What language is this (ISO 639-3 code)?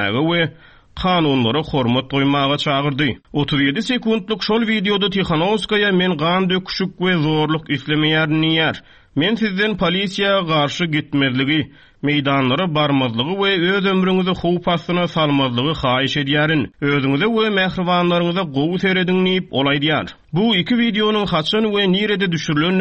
tuk